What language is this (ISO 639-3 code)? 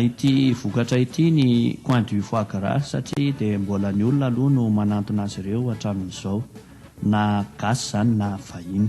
mlg